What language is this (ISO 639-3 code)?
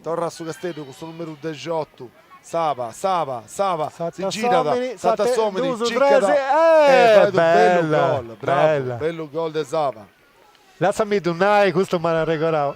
srd